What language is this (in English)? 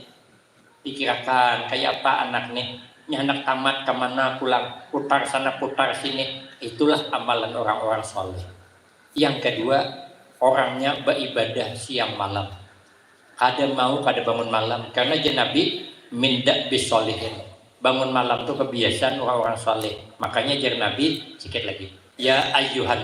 Banjar